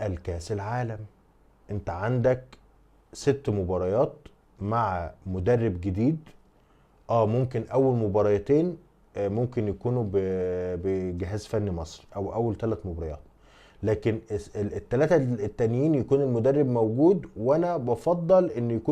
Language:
Egyptian Arabic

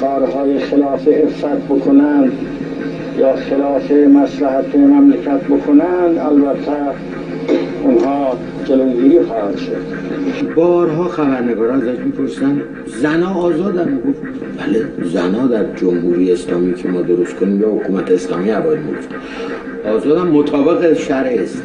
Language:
Persian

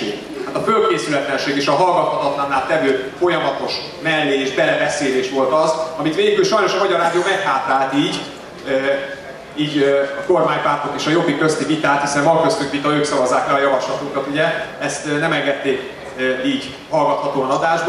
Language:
Hungarian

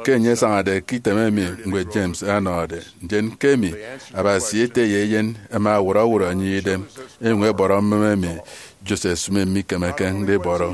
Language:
Efik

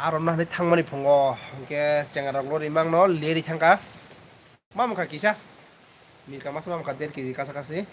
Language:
Kok Borok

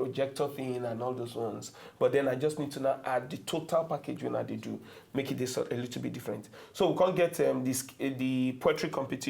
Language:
Nigerian Pidgin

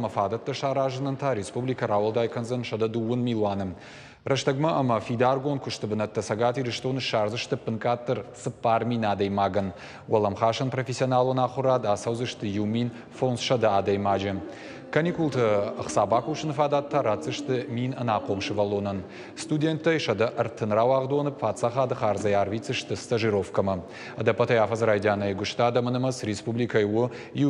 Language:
Ossetic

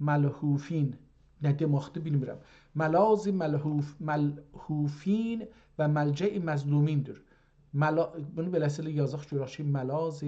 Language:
South Azerbaijani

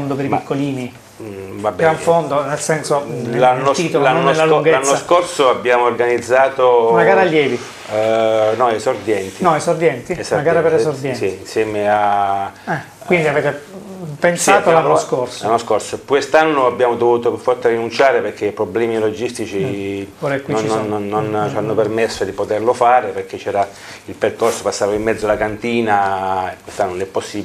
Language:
Italian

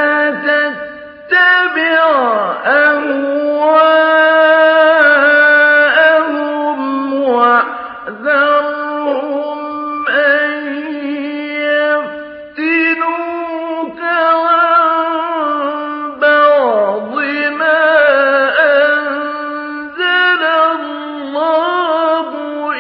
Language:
Arabic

